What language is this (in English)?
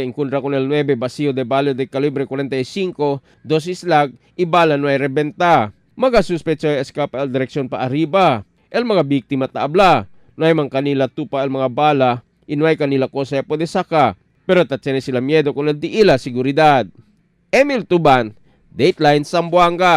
Chavacano